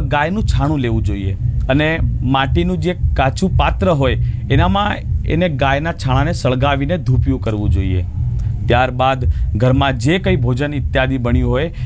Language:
Gujarati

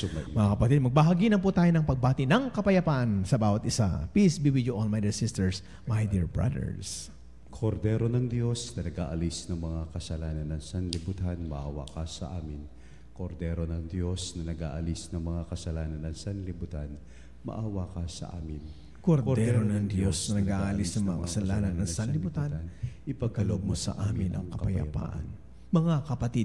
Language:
Filipino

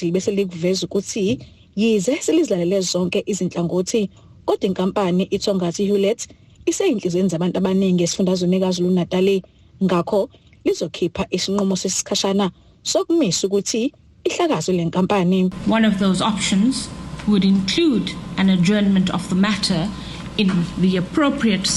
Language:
Zulu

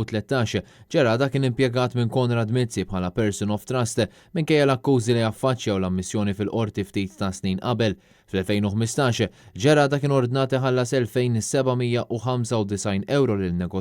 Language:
Maltese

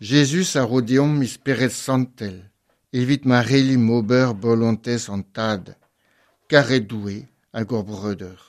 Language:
Breton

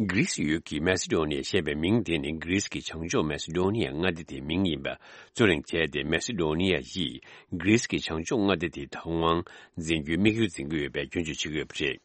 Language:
Tibetan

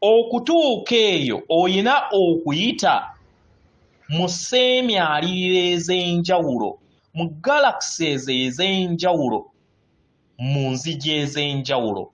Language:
Ganda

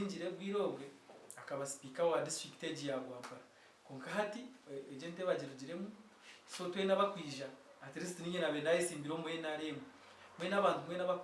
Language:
Nyankole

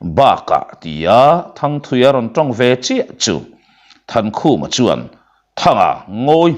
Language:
Mizo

